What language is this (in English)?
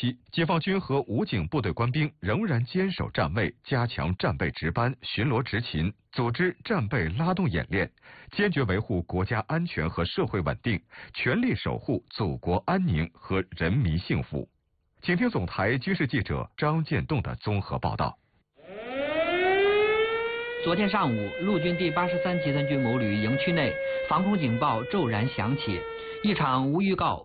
Chinese